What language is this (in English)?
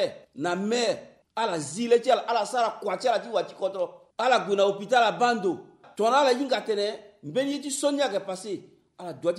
Sango